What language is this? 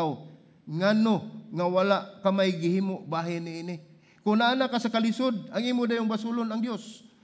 Cebuano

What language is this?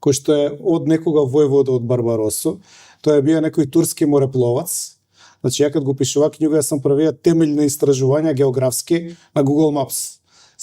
Macedonian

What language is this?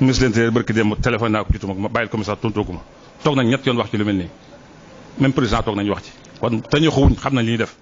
Wolof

